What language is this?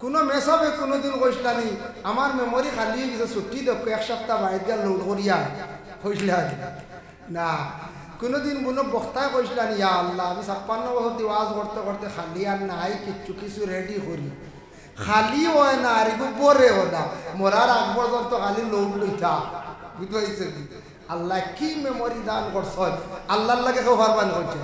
Sylheti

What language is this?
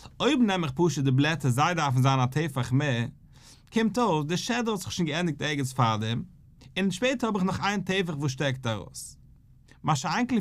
Yiddish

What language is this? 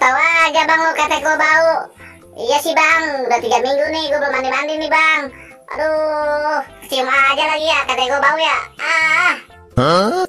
Betawi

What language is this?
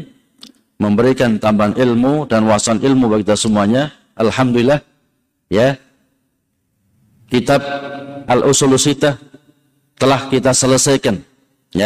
Indonesian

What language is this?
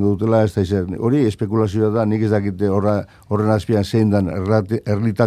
Basque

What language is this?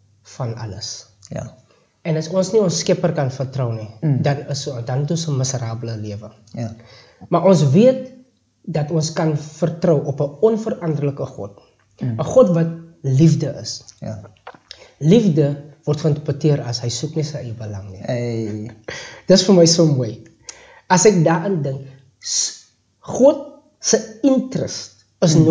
Afrikaans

